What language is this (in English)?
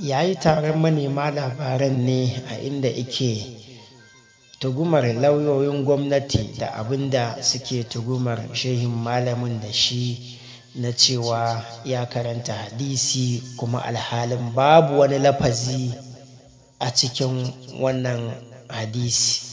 Hausa